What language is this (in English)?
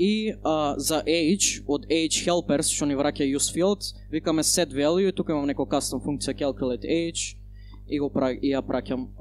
Macedonian